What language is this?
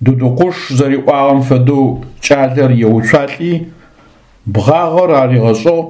Adyghe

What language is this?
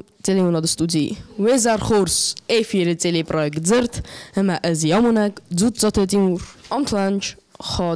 Ossetic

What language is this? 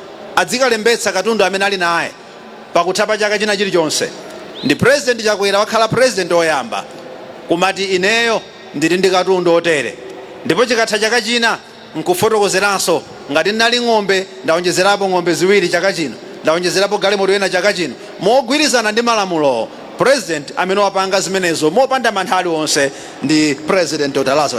Nyanja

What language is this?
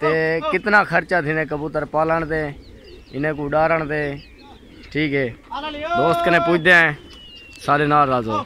Saraiki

